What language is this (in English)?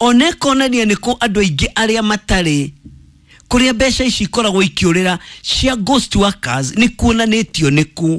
Kikuyu